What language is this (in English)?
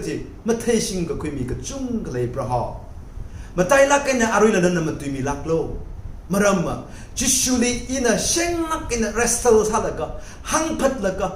Tangkhul Naga (India)